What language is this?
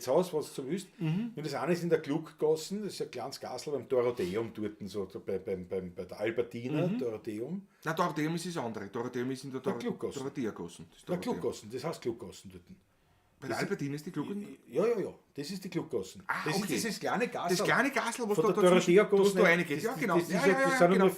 Bavarian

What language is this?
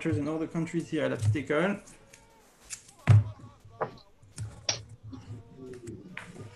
French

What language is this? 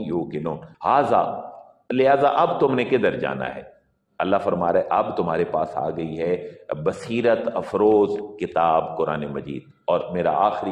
Urdu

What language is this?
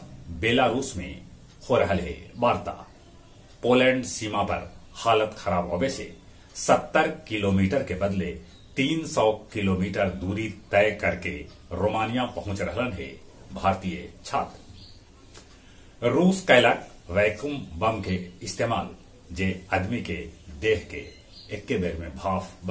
Magahi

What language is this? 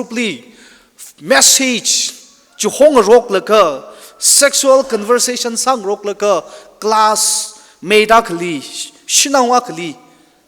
Tangkhul Naga (India)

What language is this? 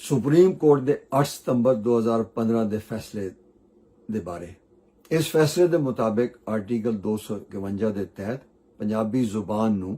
Western Panjabi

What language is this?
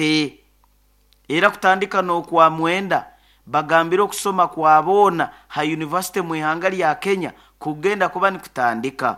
Nyoro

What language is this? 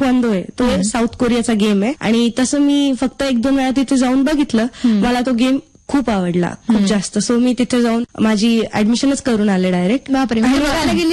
Marathi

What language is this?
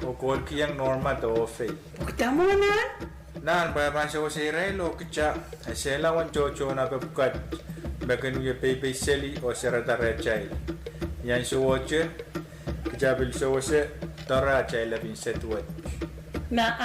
Pohnpeian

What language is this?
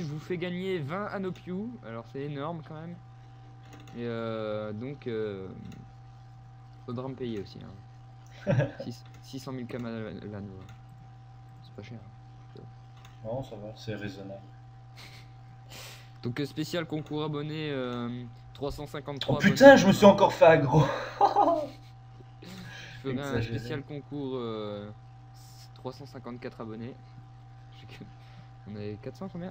French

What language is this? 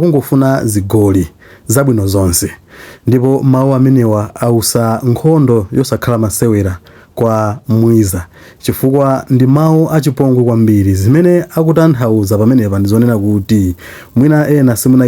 Nyanja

